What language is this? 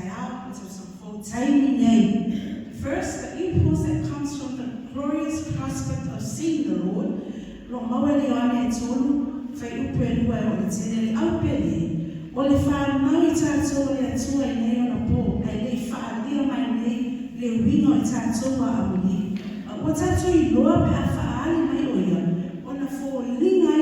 Samoan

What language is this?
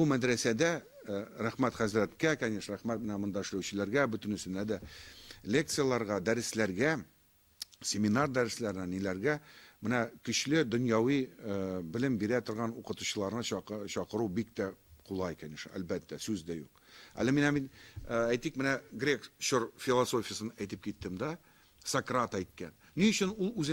Tatar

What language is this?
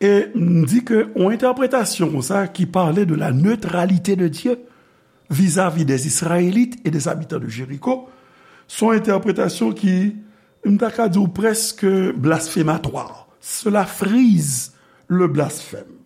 Haitian Creole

